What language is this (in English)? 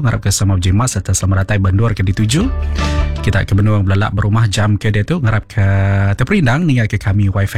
Iban